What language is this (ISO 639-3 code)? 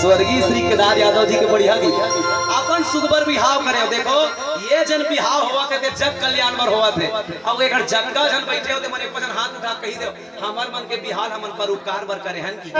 hne